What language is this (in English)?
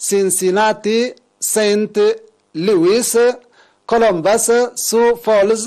Tigre